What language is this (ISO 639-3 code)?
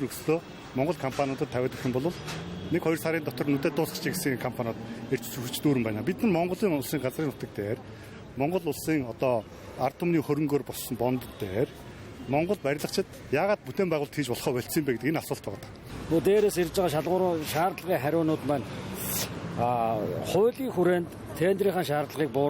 mon